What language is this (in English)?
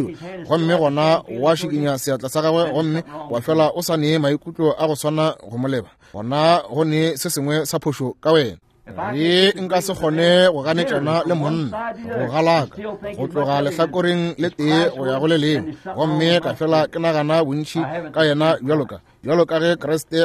Northern Sotho